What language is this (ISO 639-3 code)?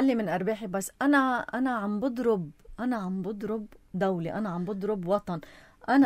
apc